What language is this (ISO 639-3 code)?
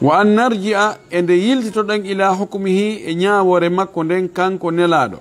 ful